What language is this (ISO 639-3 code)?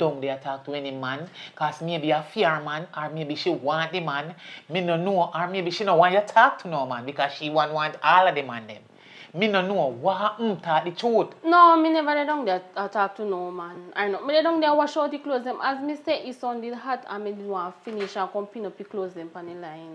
jam